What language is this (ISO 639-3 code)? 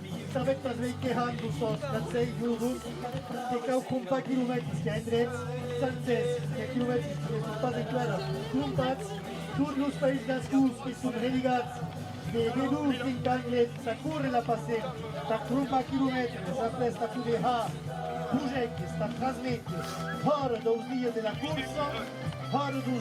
oci